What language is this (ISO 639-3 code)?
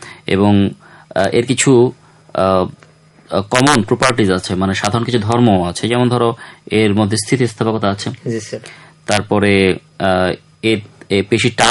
ben